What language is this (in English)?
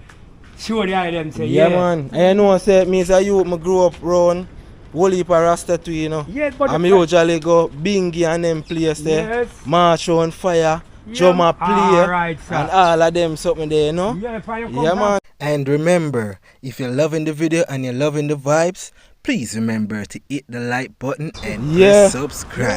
Jamaican Creole English